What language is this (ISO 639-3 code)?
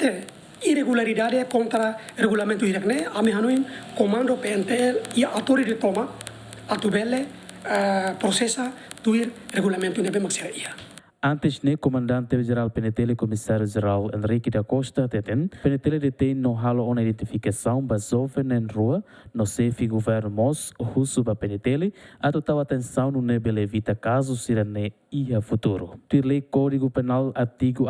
tet